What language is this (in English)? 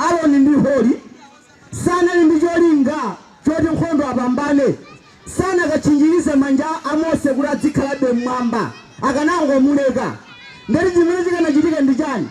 Nyanja